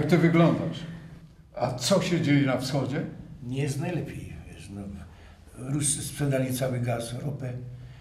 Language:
Silesian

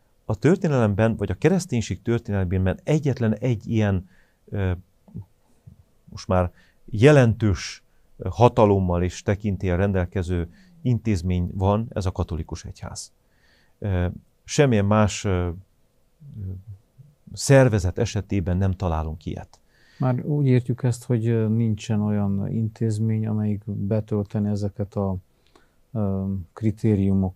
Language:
Hungarian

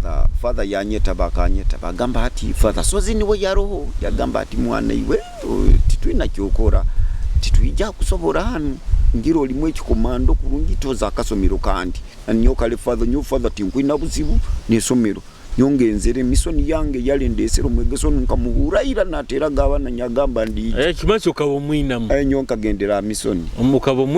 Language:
Nyoro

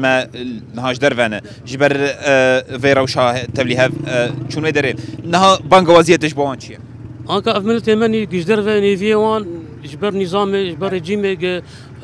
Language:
Kurdish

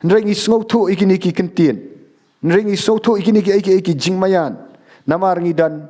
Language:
Khasi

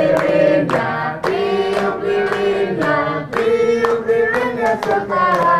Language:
Musi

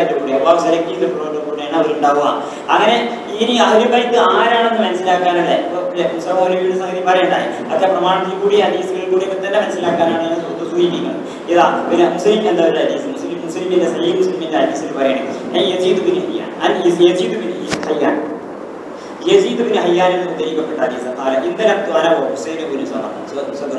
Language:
Malayalam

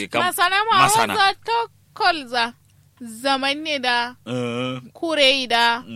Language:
Kanuri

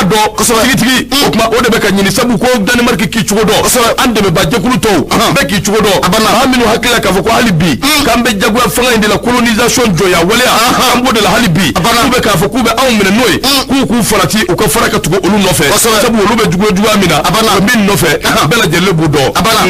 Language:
Bambara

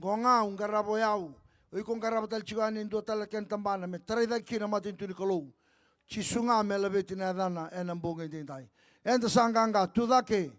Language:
Fijian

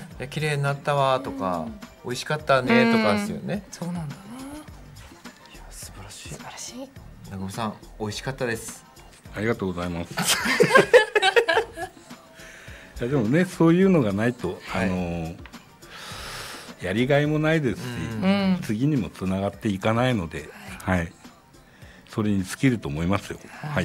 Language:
Japanese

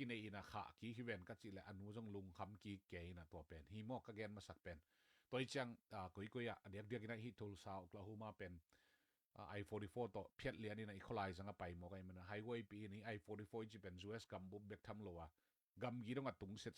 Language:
Tedim Chin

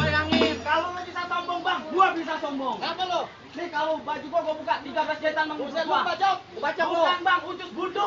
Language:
Betawi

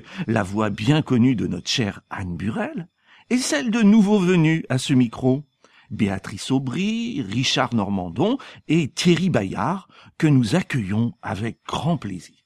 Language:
French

